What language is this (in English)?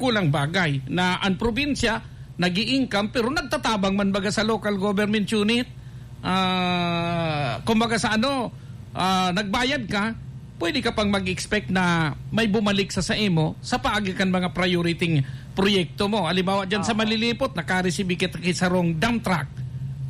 Bikol